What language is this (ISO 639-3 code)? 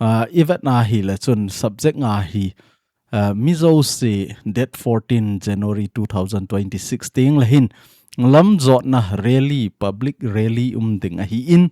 tcz